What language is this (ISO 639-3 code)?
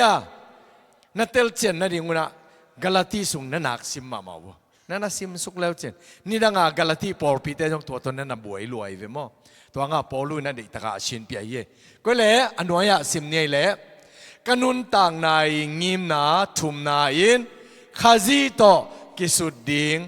ctd